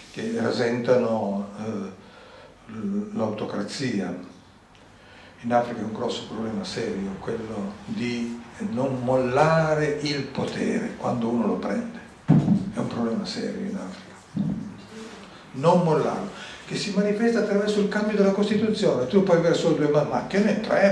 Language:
Italian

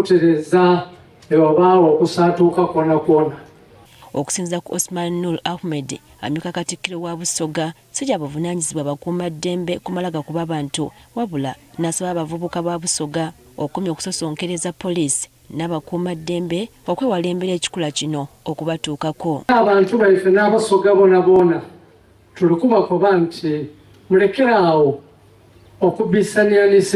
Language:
Ganda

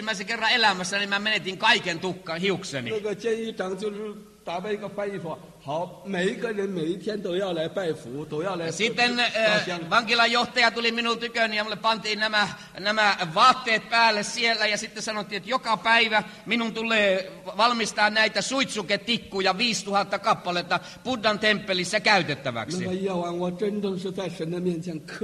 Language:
Finnish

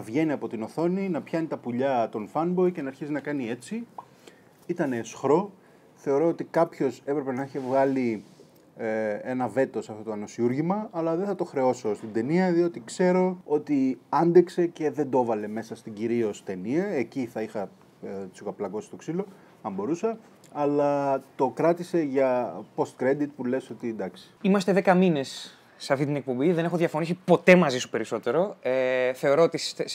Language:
Greek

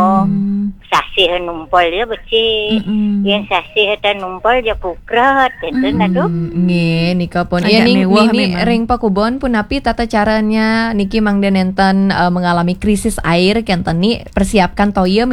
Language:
Balinese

